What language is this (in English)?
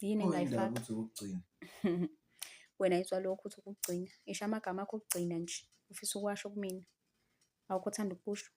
Zulu